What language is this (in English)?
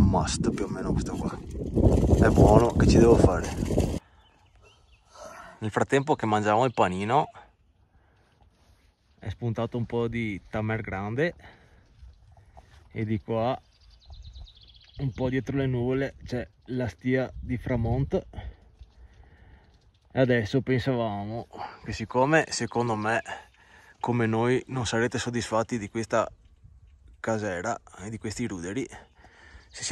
Italian